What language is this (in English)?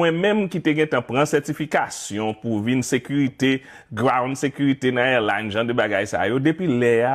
Haitian Creole